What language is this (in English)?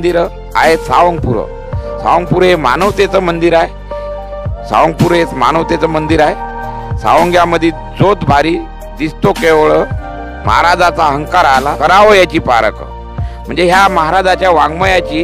Marathi